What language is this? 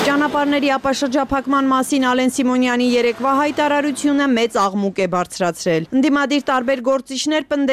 Armenian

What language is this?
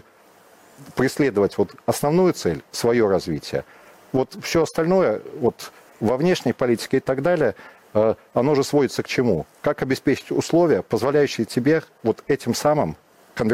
Russian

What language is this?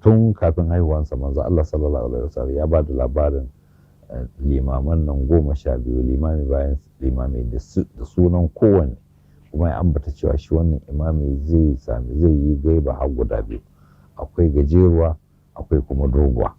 Hausa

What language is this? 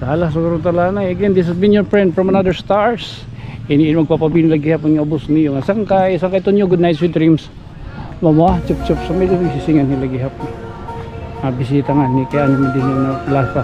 Waray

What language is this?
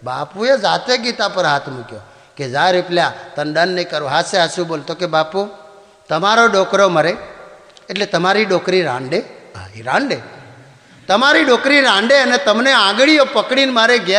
Gujarati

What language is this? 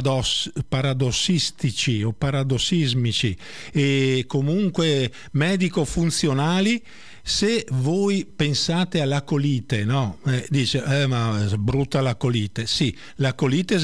Italian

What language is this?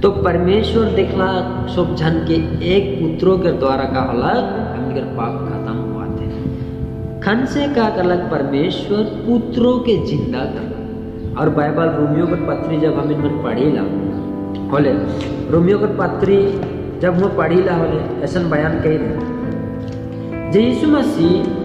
Sadri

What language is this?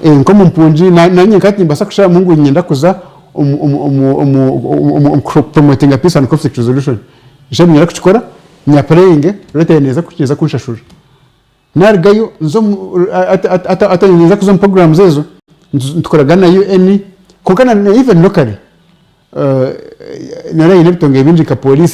Nyankole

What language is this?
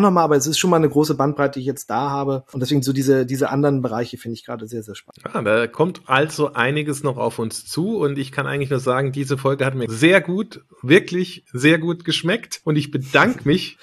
German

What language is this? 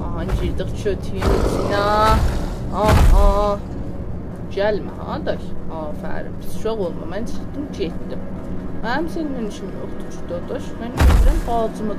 South Azerbaijani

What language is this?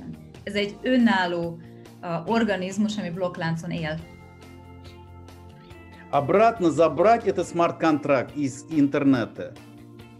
Hungarian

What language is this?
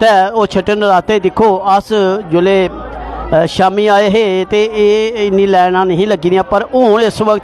Dogri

